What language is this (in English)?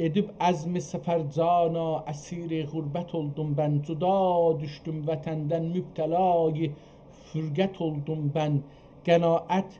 South Azerbaijani